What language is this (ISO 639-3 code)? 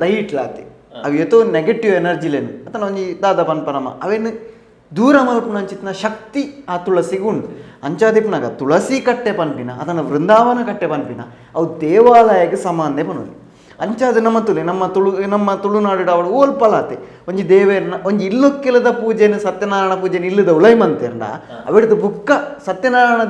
tcy